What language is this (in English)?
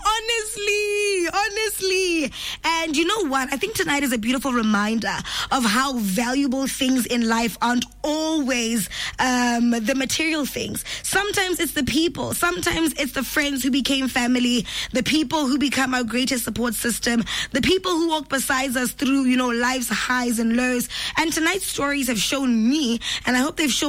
English